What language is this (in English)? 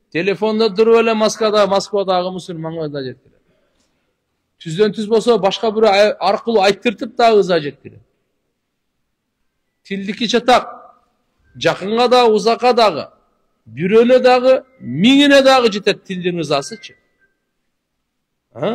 Kyrgyz